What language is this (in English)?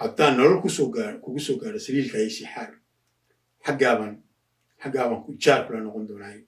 Somali